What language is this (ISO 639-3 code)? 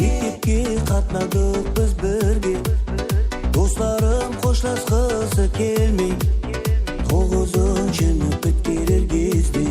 kaa